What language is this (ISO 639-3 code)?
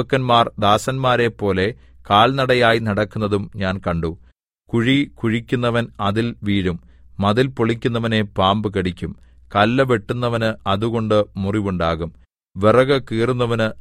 mal